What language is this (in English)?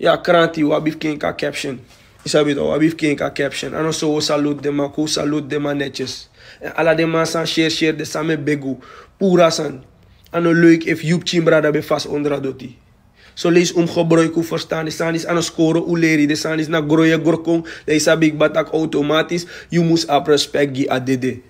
Sranan Tongo